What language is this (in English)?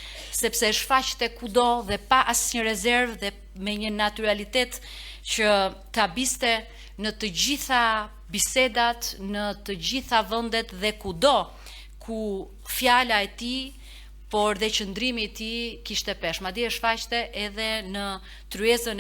Albanian